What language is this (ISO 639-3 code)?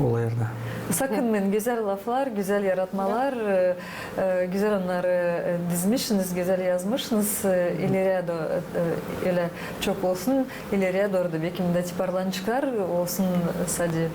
gag